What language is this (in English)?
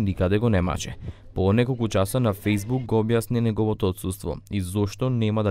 Macedonian